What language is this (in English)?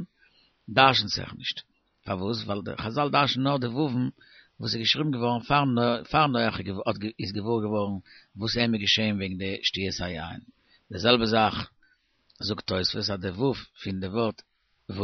Yiddish